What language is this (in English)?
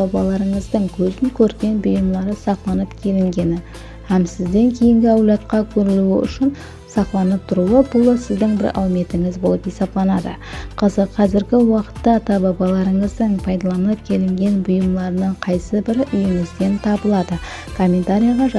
Kara-Kalpak